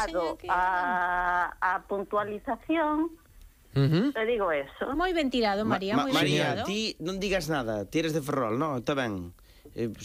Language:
Galician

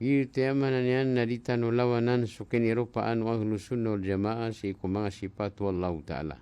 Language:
Maranao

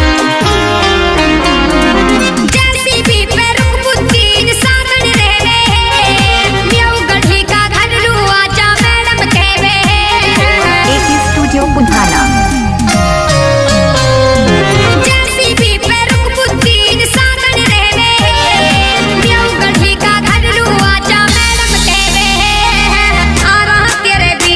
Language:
Mewati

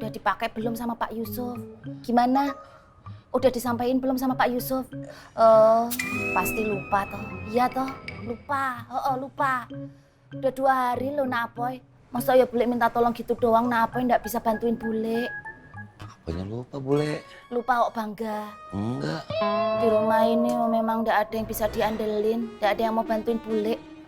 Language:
Betawi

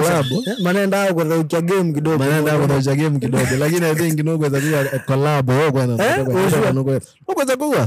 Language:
Swahili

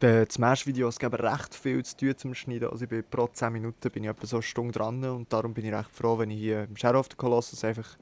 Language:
Swiss German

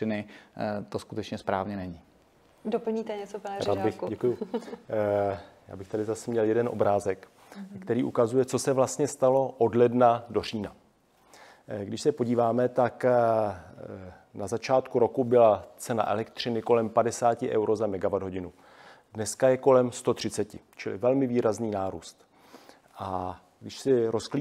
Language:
Czech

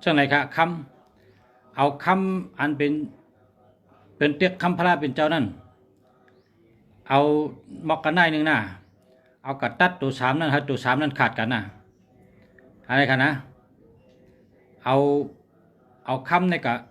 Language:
Shan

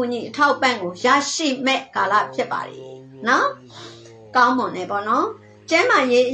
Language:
Burmese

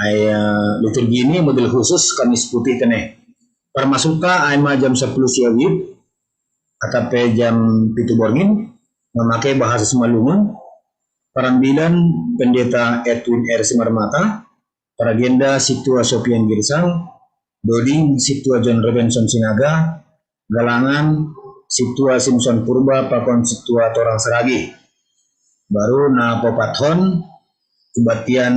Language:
Batak Simalungun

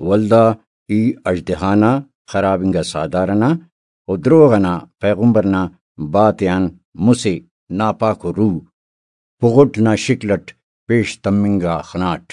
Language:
Brahui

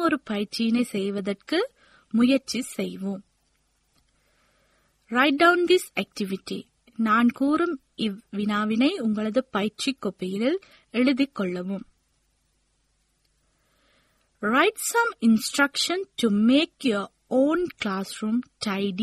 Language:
Tamil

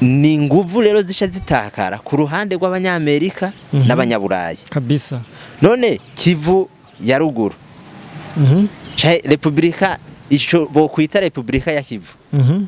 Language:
Rundi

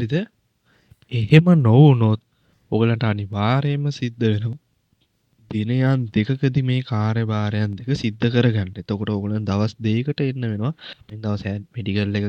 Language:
Sinhala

